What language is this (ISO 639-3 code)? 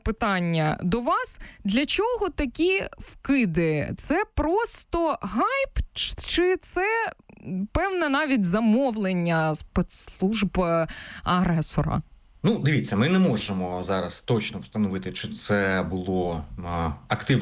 ukr